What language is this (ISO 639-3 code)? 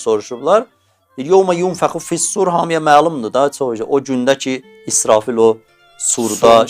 aze